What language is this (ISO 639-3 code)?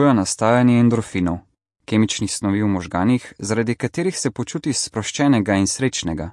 slv